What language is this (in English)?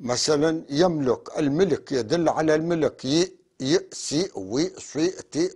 North Levantine Arabic